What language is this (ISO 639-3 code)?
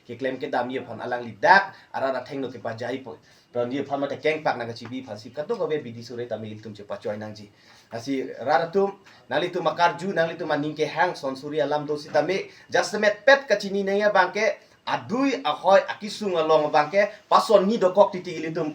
mjw